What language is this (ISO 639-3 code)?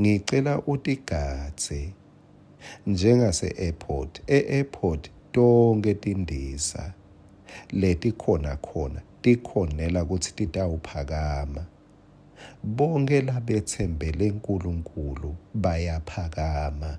ssw